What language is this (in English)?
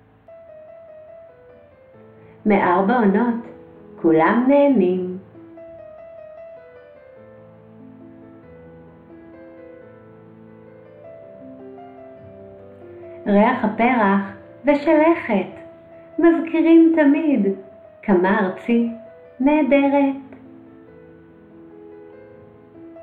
Hebrew